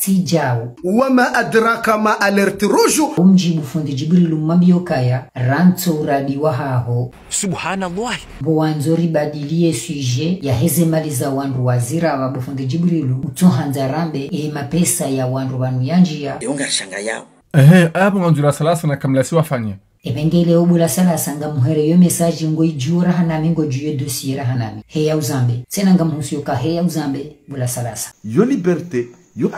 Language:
Ngazidja Comorian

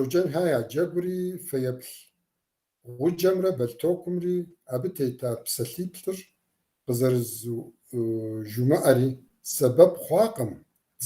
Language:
Kabardian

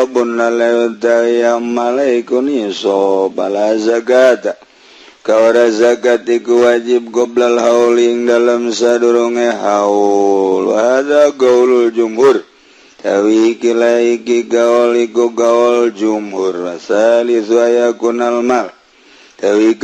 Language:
Sundanese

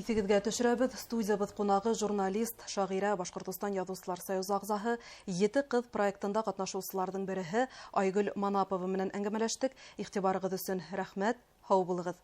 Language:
Bashkir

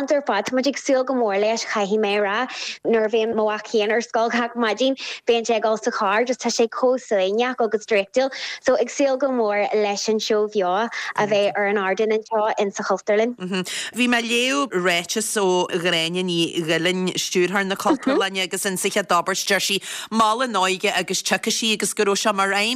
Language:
Irish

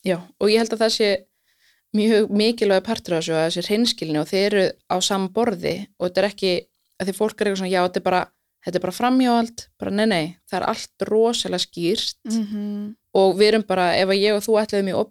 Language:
Icelandic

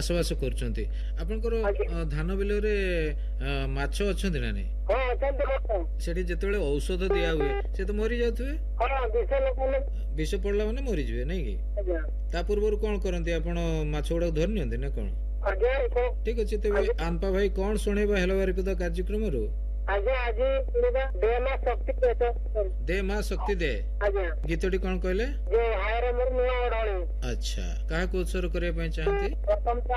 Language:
Odia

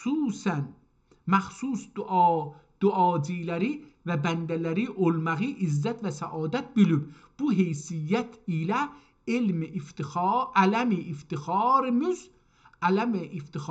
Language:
South Azerbaijani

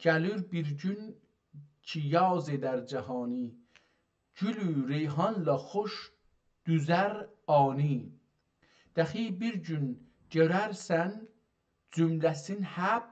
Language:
South Azerbaijani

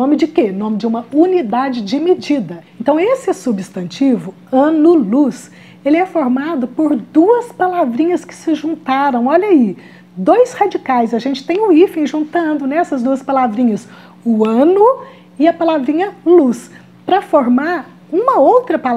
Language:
Portuguese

